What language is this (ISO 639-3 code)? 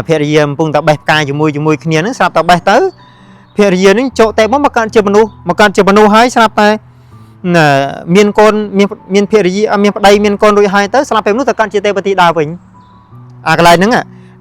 khm